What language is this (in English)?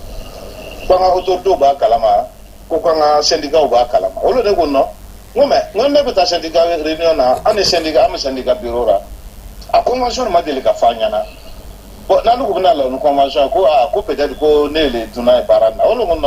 Bambara